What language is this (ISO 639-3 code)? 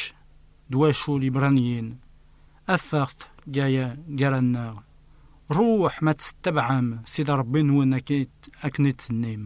kab